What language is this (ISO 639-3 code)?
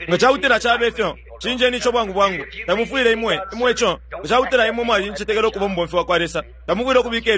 bem